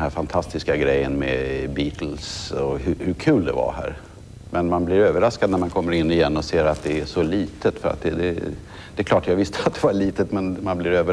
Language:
Swedish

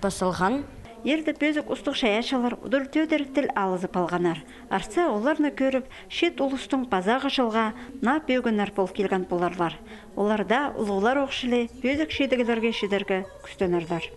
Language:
Khakas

